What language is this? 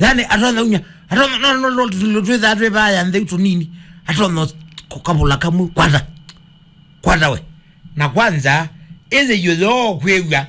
Kamba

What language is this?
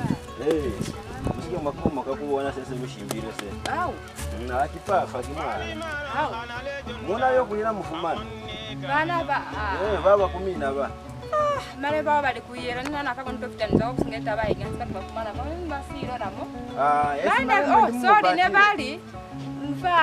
Lozi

